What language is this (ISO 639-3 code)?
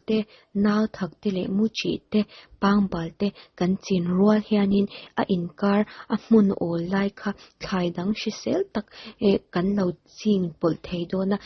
lus